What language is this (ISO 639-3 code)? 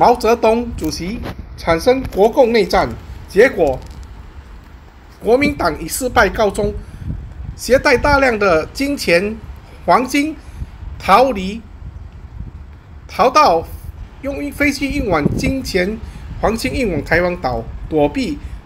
zho